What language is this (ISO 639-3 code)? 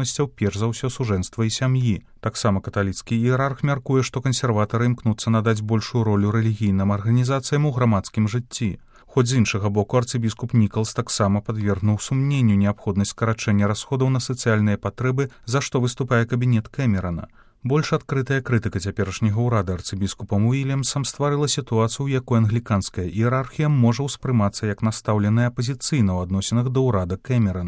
bel